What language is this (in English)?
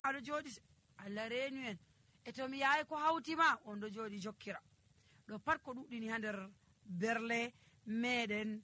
Nigerian Fulfulde